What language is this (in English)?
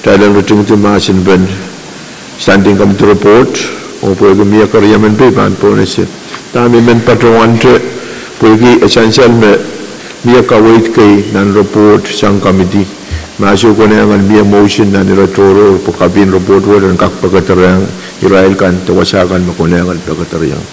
Pohnpeian